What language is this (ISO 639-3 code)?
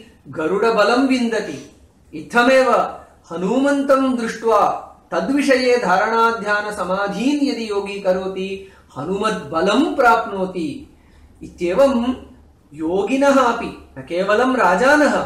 san